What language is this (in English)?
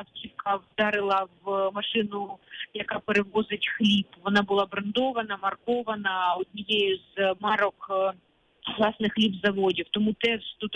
Ukrainian